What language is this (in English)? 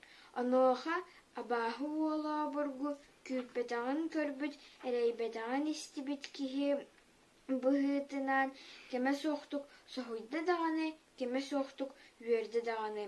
Yakut